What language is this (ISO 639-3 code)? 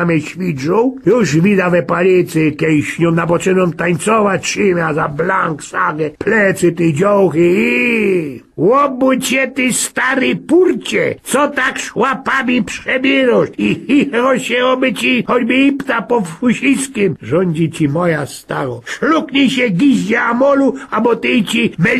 szl